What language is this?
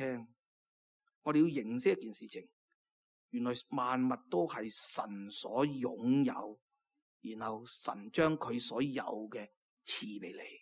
Cantonese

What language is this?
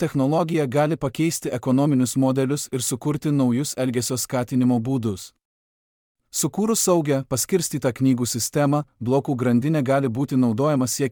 Lithuanian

